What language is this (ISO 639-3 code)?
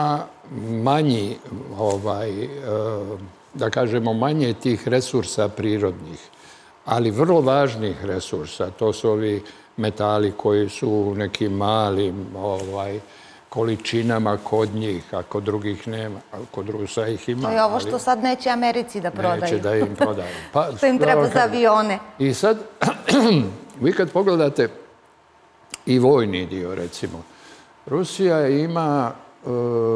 srp